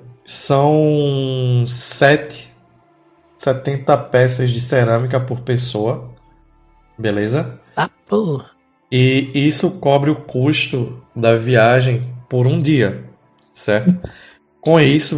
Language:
Portuguese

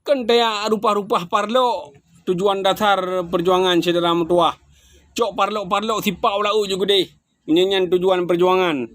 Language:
Achinese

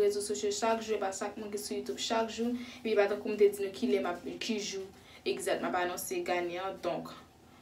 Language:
Haitian Creole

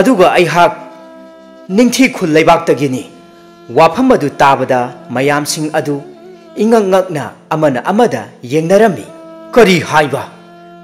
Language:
Manipuri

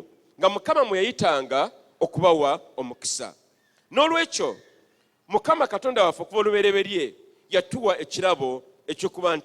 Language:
Ganda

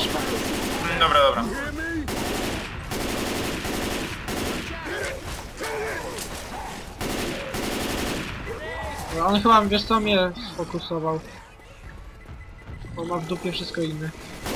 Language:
Polish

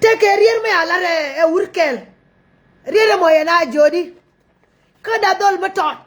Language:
Nuer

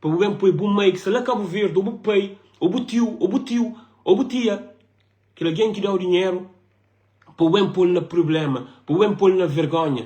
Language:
Kabuverdianu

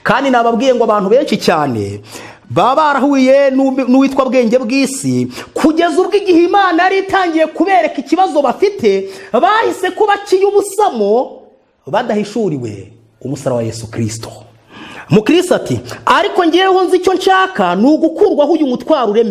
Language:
Kinyarwanda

